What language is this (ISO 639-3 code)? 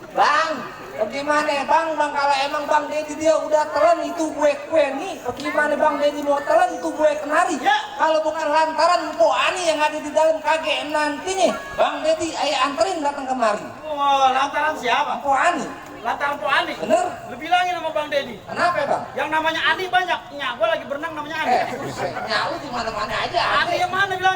bew